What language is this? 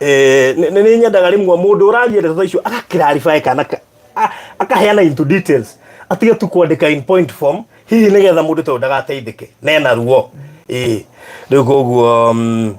Kikuyu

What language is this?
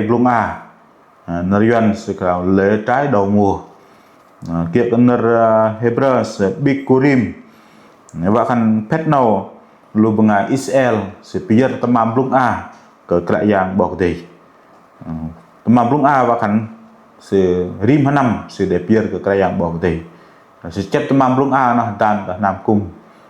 Bahnar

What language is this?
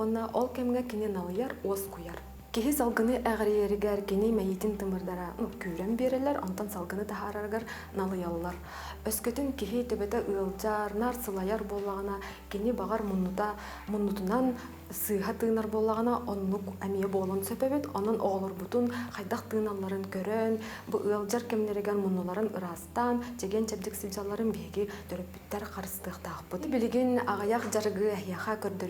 Yakut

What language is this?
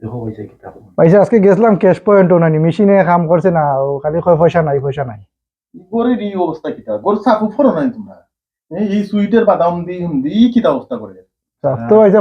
Sylheti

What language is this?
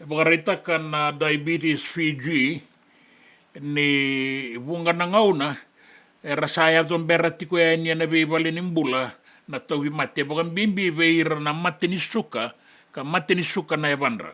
Fijian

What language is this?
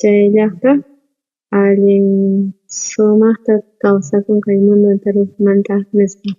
South Bolivian Quechua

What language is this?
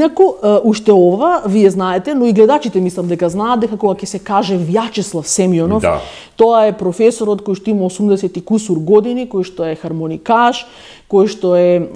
Macedonian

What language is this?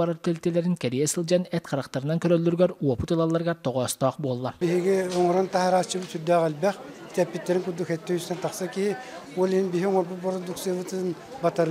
Yakut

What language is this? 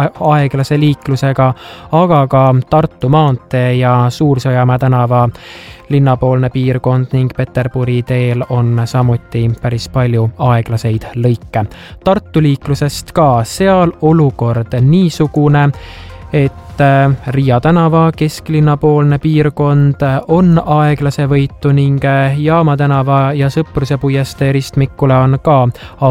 Estonian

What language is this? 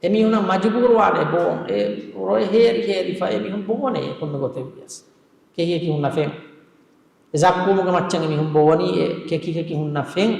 Divehi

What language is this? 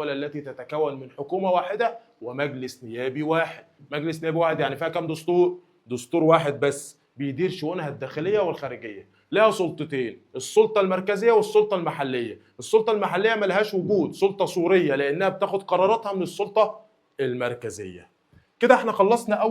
Egyptian Arabic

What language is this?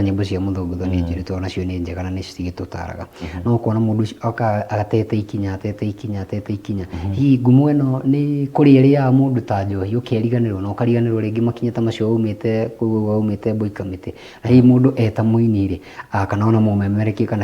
Kikuyu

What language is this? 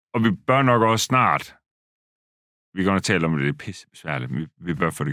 Danish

